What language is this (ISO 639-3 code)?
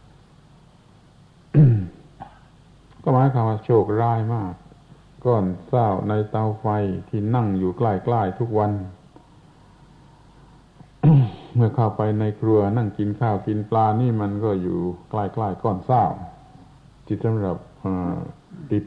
tha